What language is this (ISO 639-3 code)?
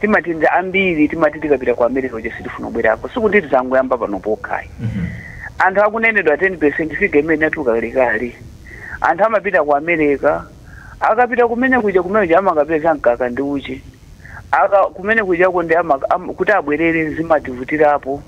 nya